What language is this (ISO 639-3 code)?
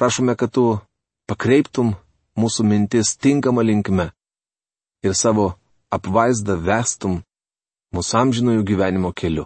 lit